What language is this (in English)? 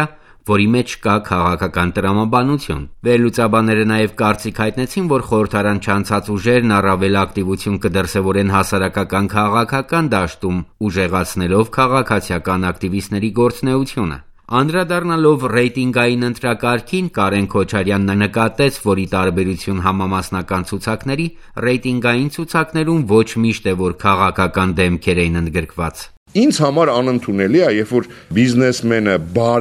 Armenian